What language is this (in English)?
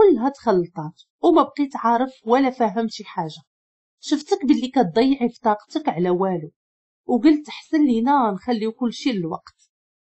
Moroccan Arabic